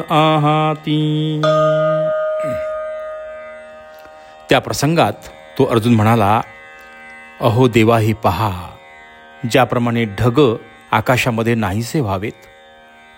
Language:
Marathi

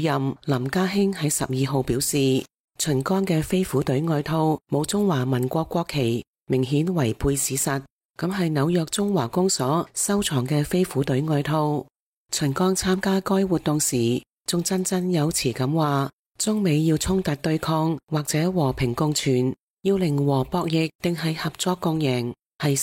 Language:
Cantonese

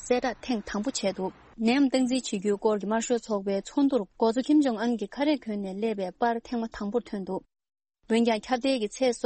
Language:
Tibetan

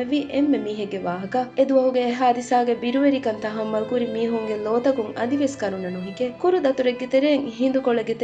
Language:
Divehi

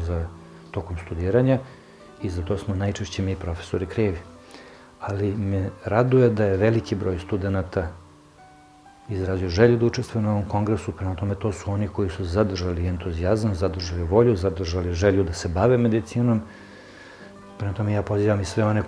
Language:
Serbian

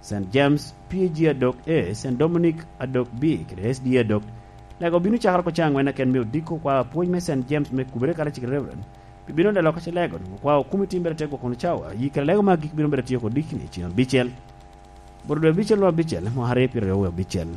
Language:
Lango (Uganda)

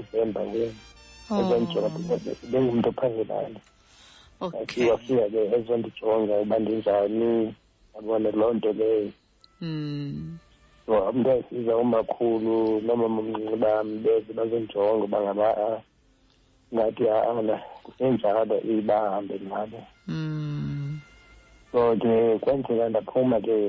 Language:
Xhosa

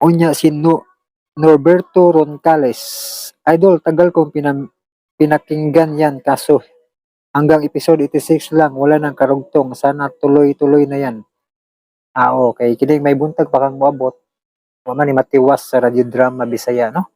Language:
Cebuano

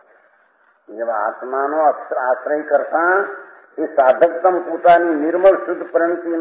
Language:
Gujarati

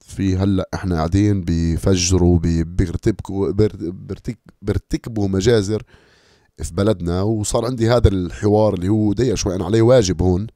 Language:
North Levantine Arabic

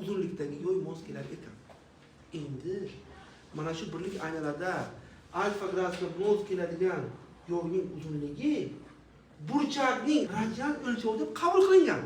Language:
Uzbek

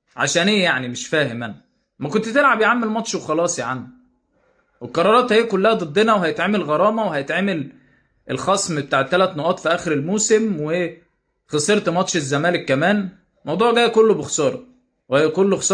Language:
Egyptian Arabic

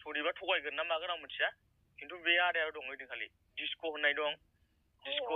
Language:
Bodo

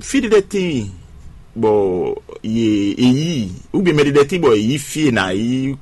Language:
Fon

